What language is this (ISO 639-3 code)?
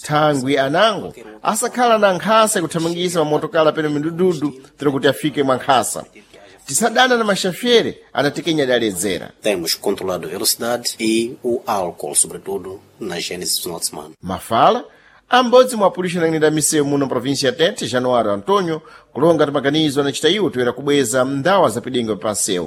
seh